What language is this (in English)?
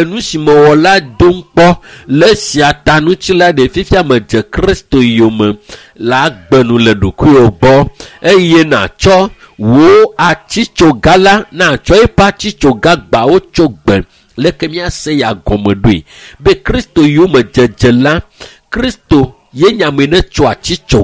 Ewe